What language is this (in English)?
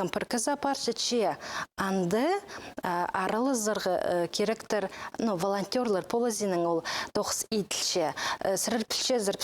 Khakas